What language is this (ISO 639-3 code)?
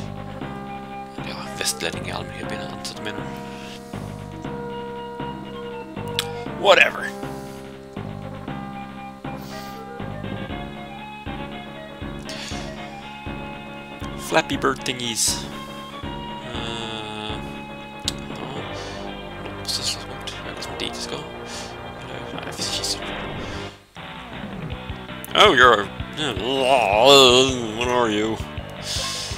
swe